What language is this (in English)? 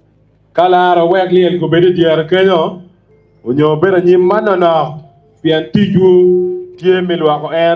Acoli